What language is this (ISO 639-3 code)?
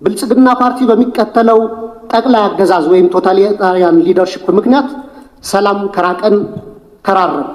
amh